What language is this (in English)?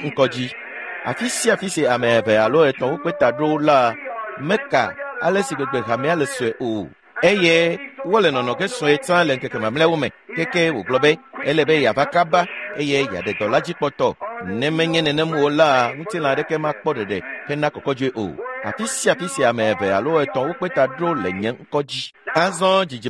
Ewe